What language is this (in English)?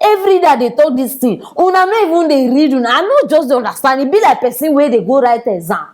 Nigerian Pidgin